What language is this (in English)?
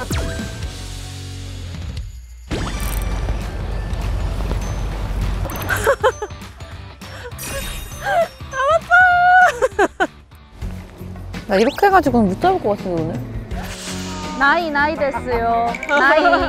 Korean